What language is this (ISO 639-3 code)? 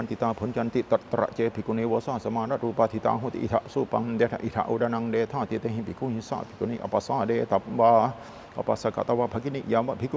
pli